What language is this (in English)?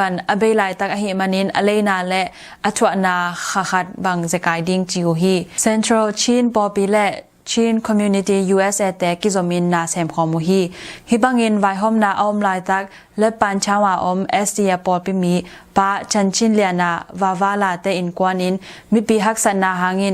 Tedim Chin